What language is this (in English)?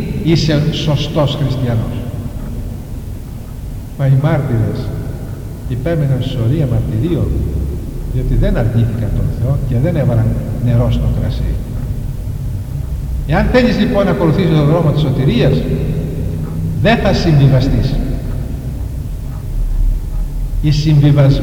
Greek